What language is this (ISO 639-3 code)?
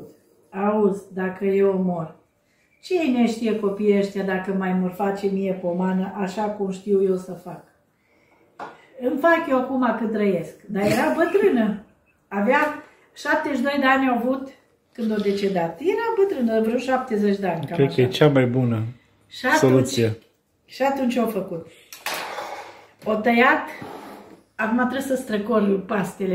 ron